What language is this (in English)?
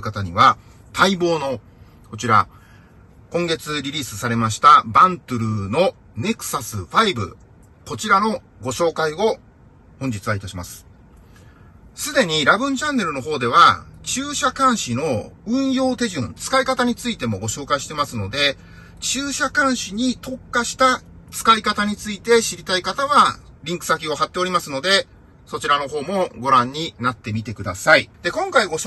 Japanese